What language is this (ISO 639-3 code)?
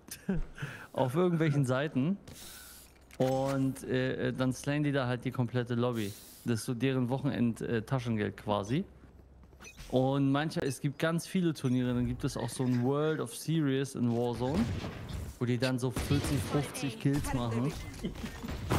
deu